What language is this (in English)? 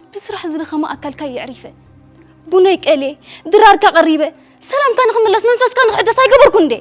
Tigrinya